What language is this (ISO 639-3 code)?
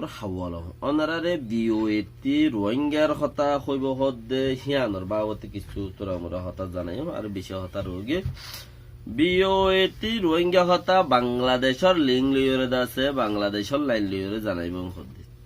rhg